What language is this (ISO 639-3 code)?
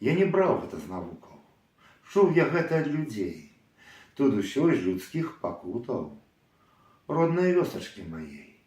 bel